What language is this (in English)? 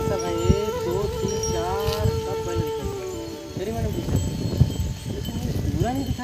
Chhattisgarhi